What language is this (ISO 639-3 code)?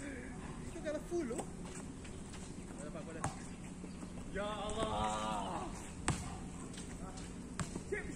msa